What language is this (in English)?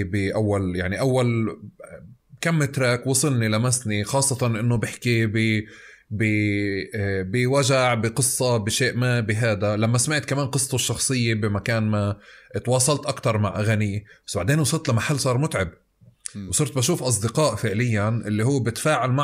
North Levantine Arabic